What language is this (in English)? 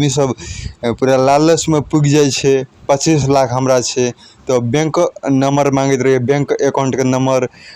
Maithili